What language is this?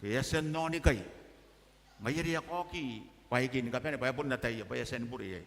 Gilbertese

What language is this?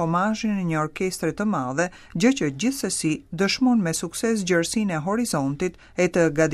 Albanian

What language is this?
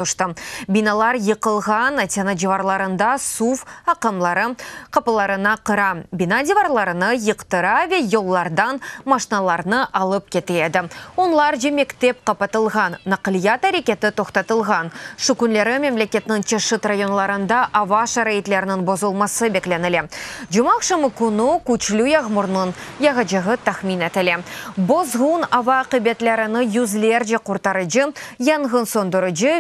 Crimean Tatar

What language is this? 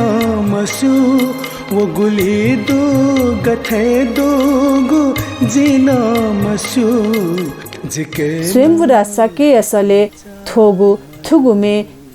Newari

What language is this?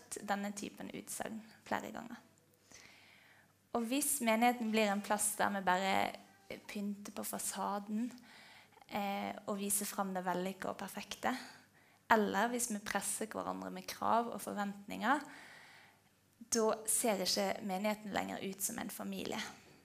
Norwegian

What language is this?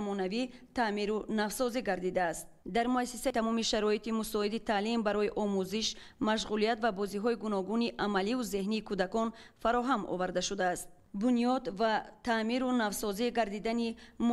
Tajik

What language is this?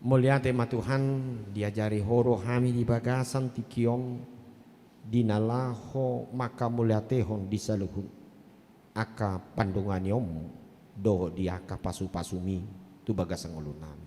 Batak Toba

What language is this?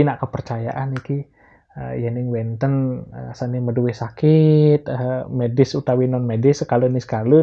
Balinese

